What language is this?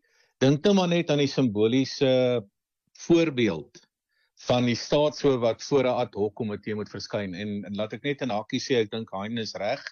Afrikaans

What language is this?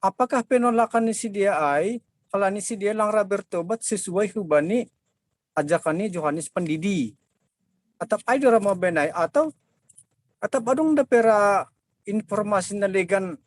Batak Simalungun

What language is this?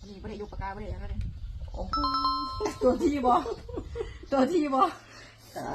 Lao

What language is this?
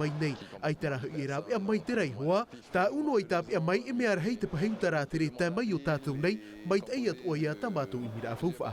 Tahitian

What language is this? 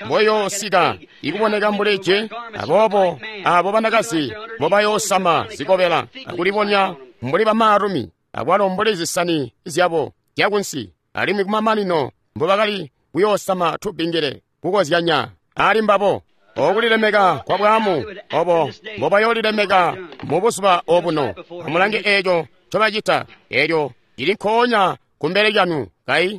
Tonga (Zambia)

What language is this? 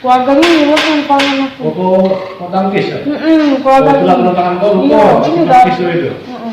Musi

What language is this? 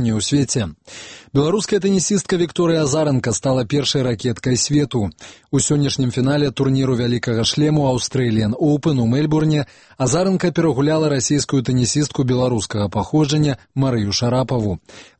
Belarusian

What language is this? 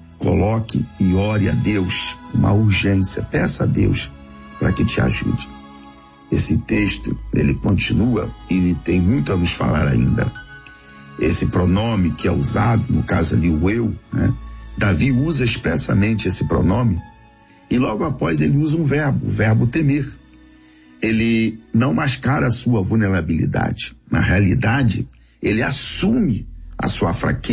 Portuguese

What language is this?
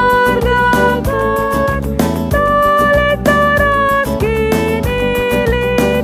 Batak Karo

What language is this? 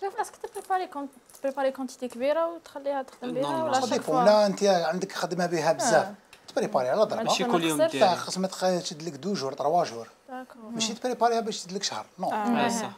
Algerian Arabic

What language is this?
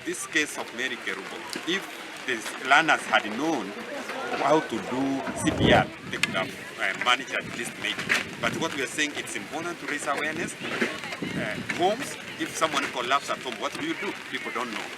Gusii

